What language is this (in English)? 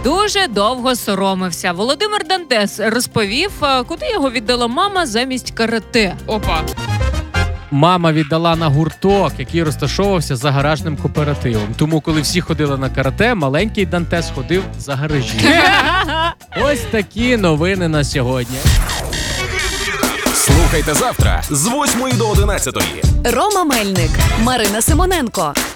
Ukrainian